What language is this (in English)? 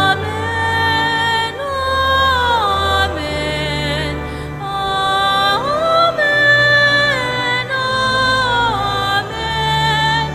Pampanga